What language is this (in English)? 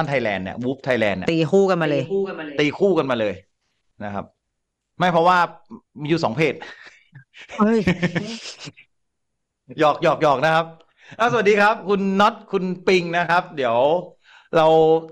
Thai